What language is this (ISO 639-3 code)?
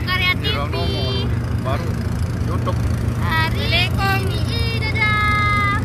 sas